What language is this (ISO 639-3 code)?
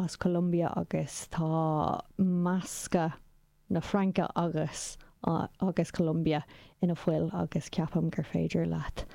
gle